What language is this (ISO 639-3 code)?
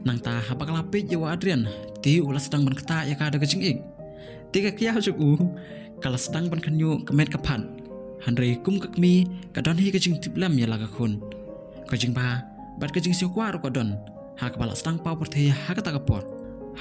kha